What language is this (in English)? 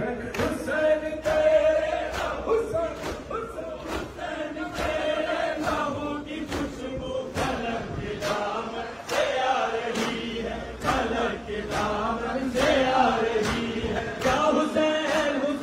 Urdu